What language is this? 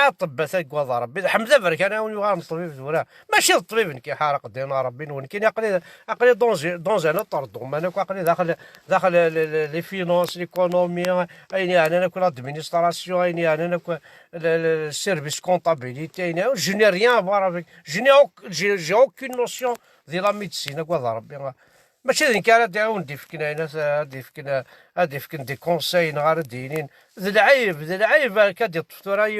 Kabyle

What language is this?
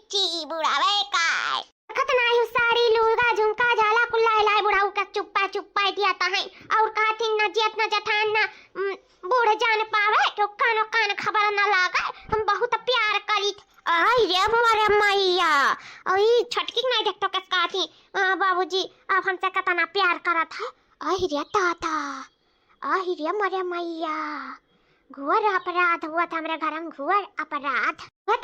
Awadhi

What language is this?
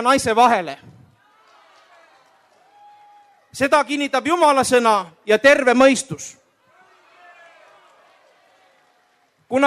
Estonian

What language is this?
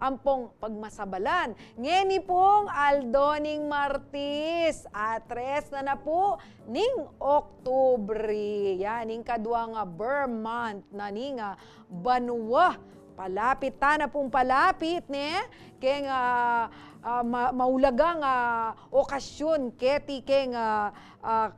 Pampanga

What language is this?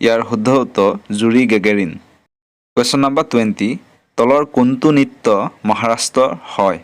Assamese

